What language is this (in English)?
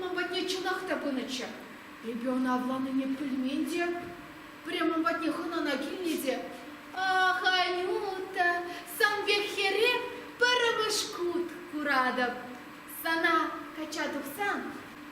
Chuvash